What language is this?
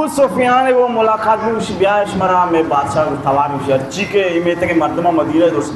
Baluchi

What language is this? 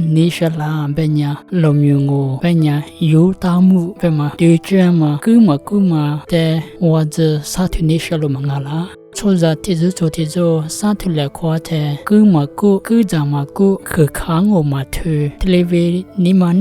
Lisu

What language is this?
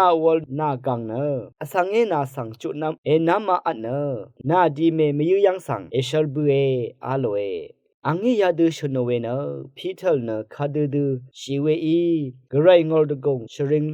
Rawang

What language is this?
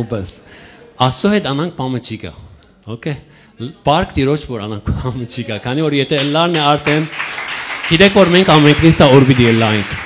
Western Armenian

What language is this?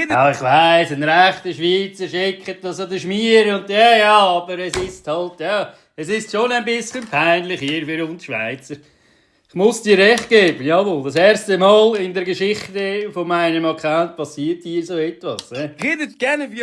Swiss German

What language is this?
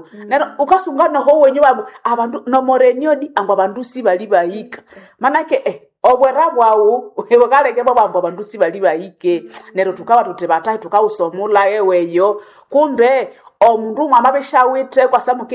Nande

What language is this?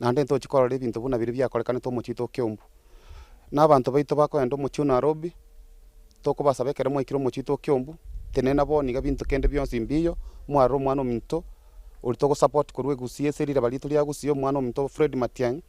Gusii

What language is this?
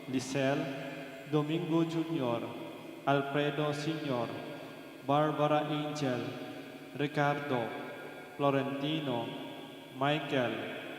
Pampanga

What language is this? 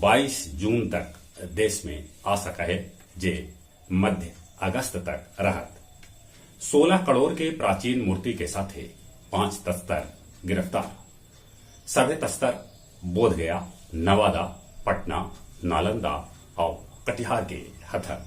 Magahi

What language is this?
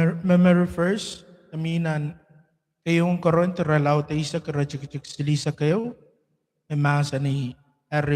Pohnpeian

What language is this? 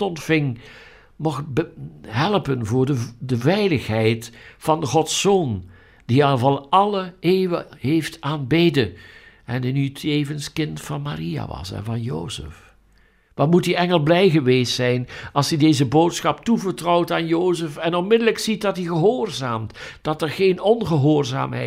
Dutch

